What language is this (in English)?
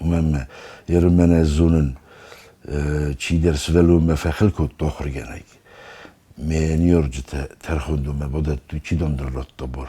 Ossetic